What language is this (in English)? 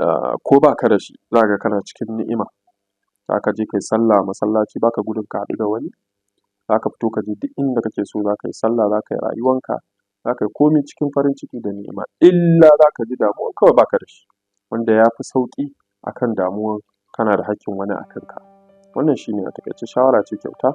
Hausa